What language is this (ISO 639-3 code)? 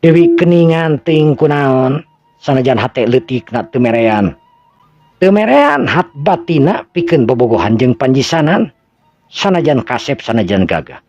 sun